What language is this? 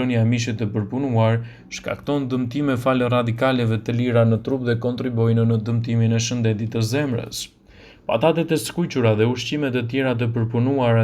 Albanian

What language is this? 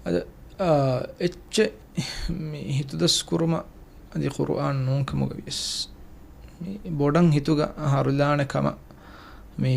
Divehi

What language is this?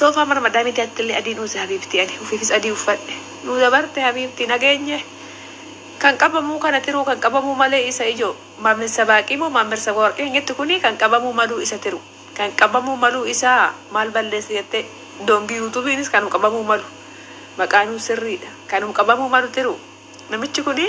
Oromo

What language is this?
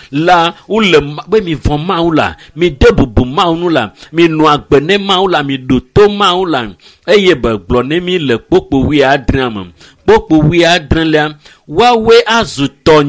Ewe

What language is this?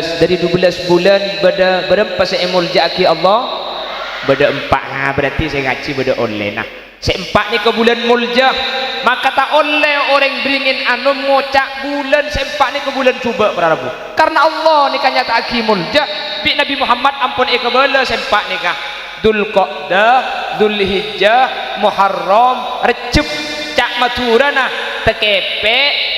Madurese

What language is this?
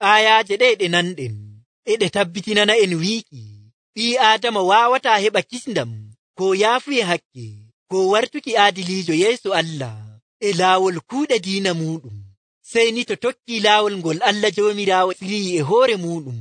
Nigerian Fulfulde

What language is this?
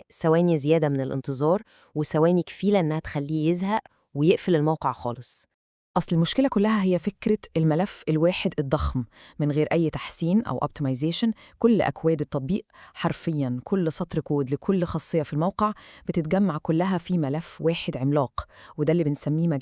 Egyptian Arabic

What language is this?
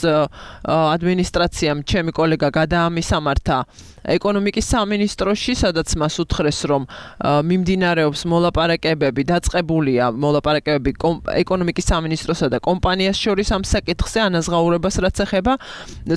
Georgian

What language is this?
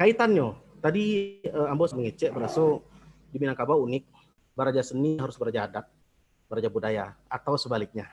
Minangkabau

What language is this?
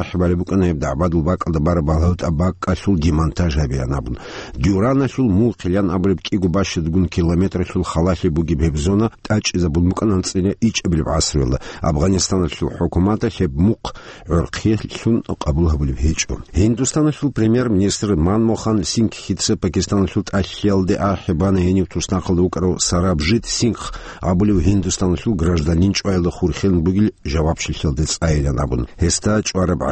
Avaric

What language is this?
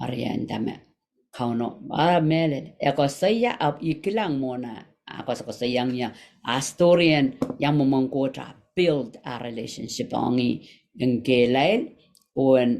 Pohnpeian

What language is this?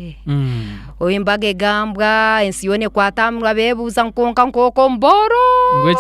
Nyankole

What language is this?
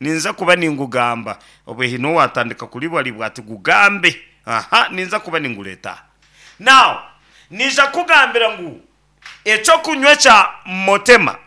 Nyankole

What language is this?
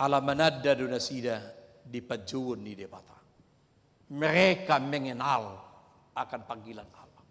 Batak Toba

